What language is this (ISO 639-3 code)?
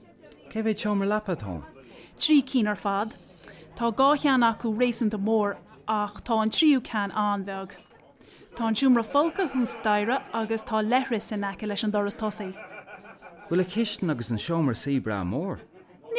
gle